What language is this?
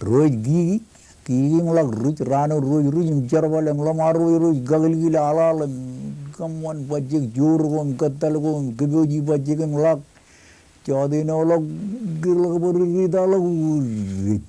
Marshallese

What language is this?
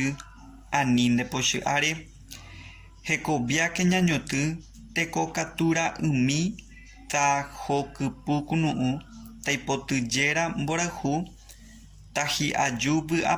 Guarani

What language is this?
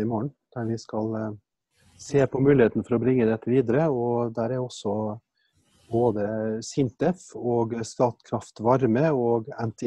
Norwegian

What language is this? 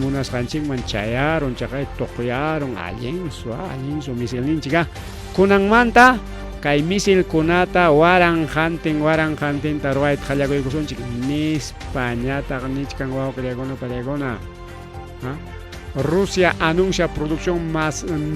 Ayacucho Quechua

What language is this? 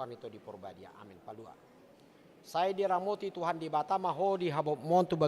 Batak Toba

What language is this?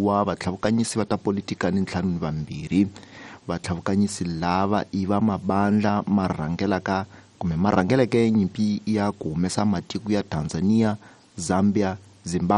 Tsonga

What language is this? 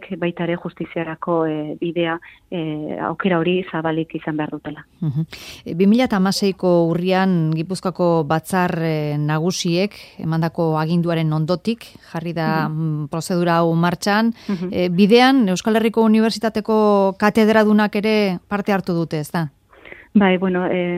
Basque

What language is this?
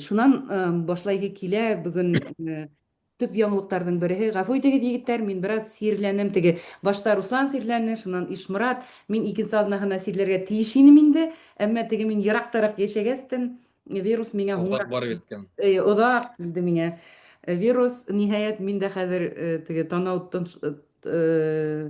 Bashkir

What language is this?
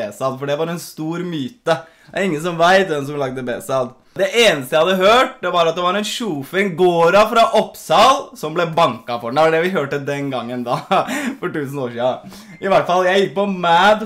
Norwegian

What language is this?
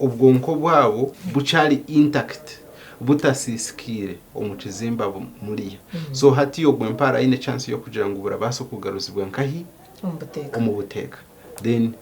Nyankole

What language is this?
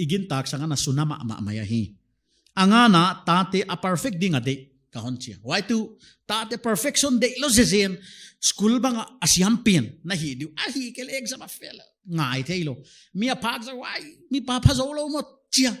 Paite Chin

